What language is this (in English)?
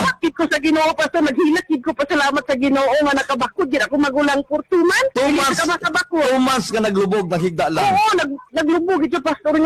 Cebuano